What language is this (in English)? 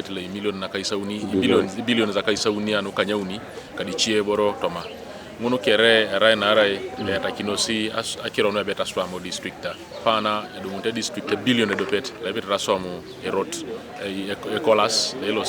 Teso